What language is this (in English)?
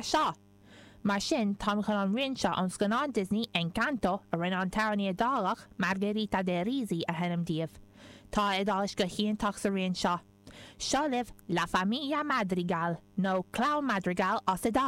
Irish